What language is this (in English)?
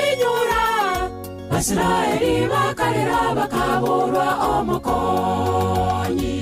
Gusii